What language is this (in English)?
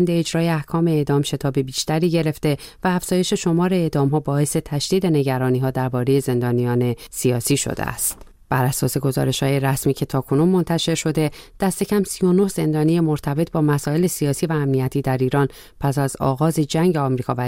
Persian